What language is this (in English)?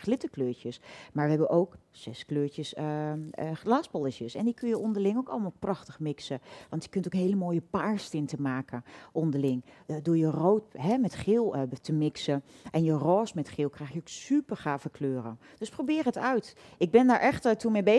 Dutch